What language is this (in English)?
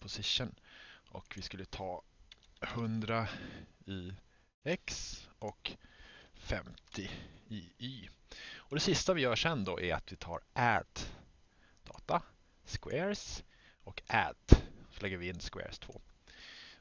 Swedish